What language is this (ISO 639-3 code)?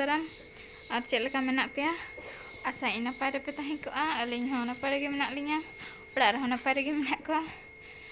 sat